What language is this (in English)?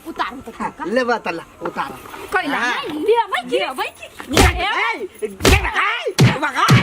Maithili